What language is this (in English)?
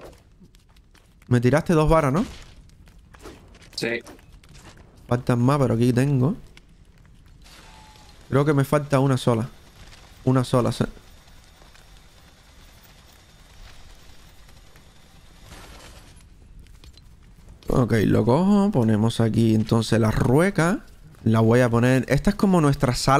Spanish